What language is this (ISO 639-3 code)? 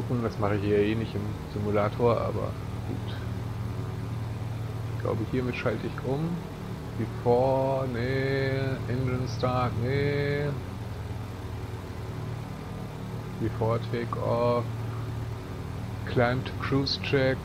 deu